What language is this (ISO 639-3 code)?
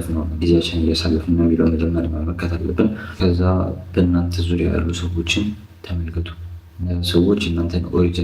amh